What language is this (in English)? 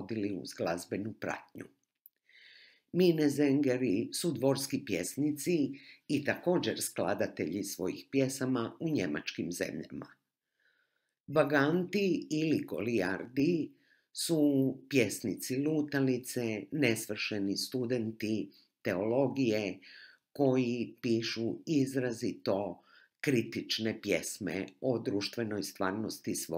Croatian